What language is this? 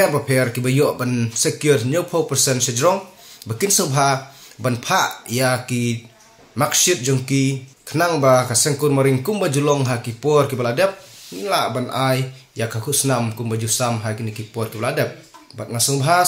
Khasi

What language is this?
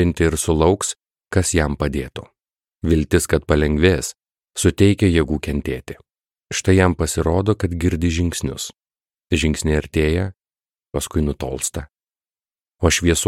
Lithuanian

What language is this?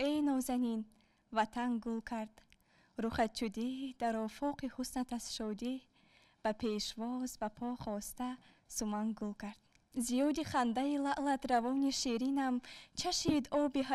Tajik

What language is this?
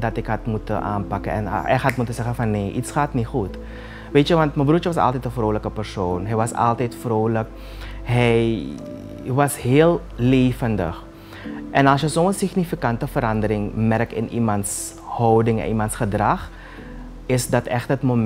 Dutch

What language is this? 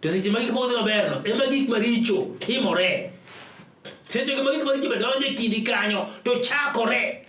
Luo (Kenya and Tanzania)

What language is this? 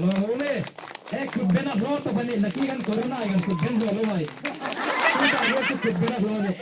Hmar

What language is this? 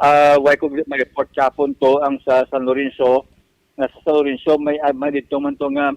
Hiligaynon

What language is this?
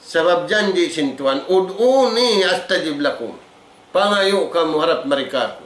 Tausug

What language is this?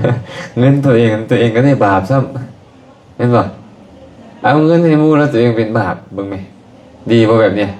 Lao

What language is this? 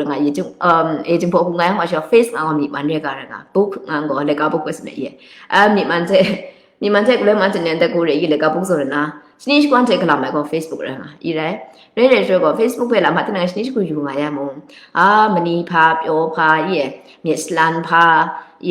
Kachin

